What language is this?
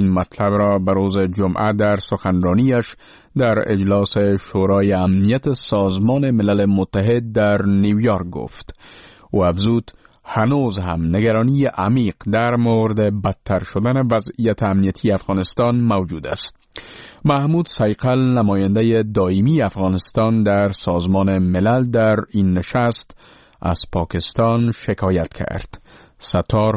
Persian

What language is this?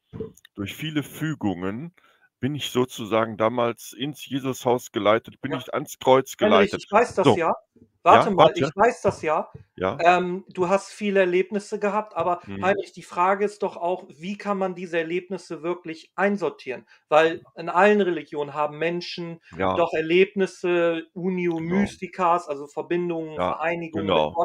German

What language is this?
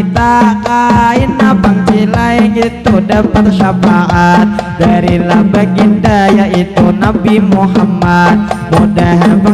Banjar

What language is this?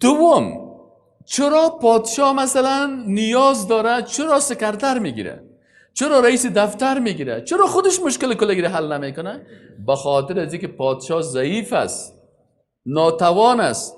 Persian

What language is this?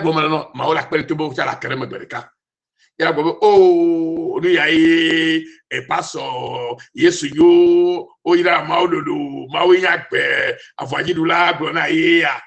Ewe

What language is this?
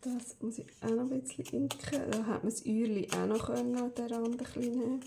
Swiss German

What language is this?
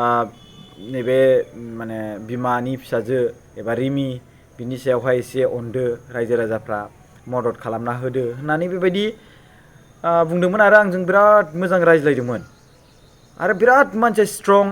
Bodo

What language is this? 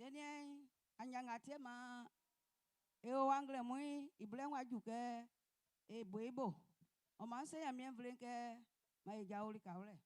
Baoulé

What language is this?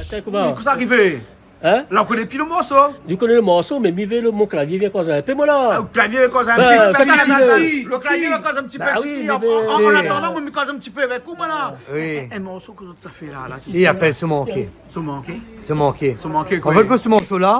Réunion Creole French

